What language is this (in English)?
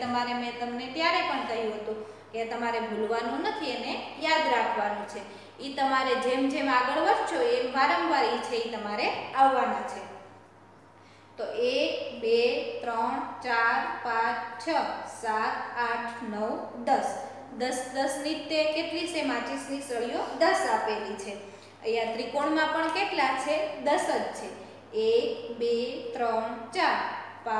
Gujarati